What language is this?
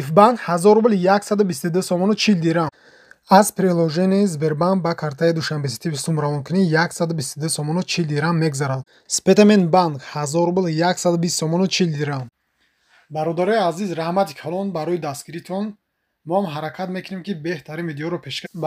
Tajik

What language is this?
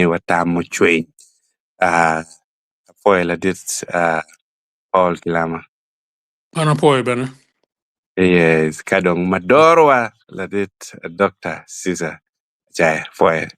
Acoli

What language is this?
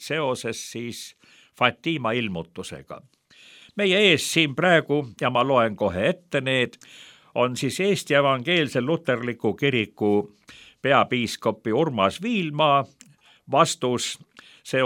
Estonian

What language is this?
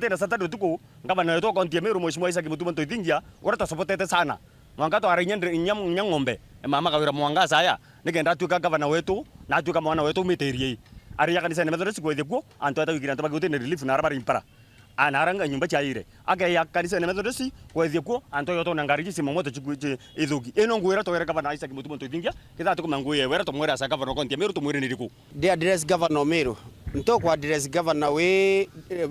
Meru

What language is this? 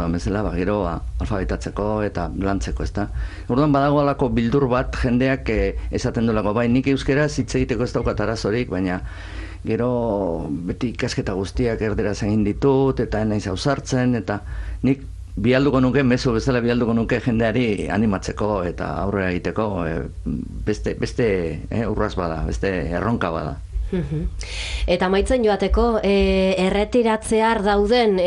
Basque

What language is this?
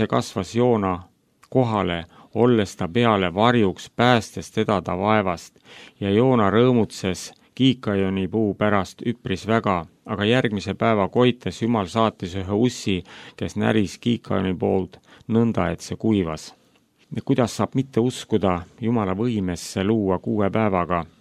Estonian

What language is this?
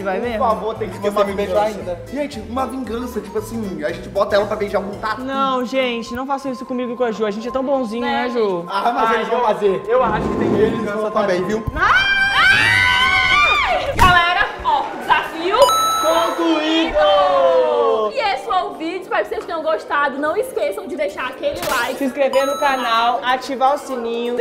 Portuguese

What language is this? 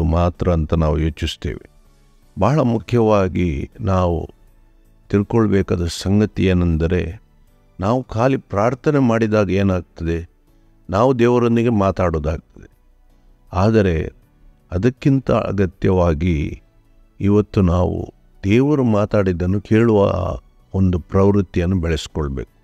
Kannada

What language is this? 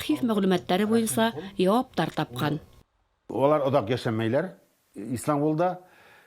Bashkir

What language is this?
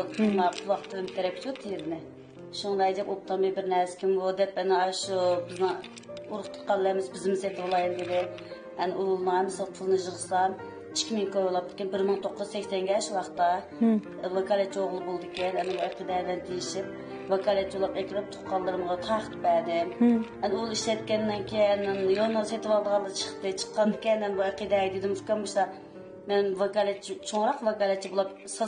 Uyghur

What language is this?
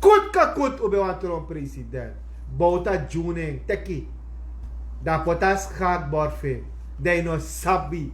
Sranan Tongo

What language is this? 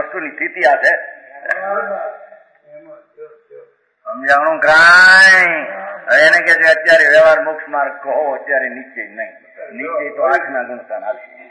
Gujarati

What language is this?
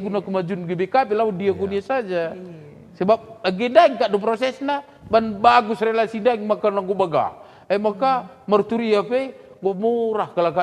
Batak Karo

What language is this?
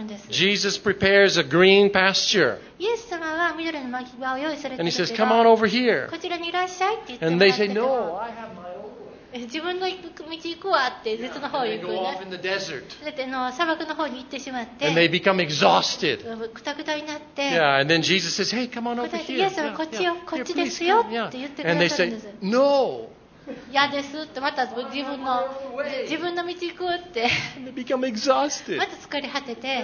Japanese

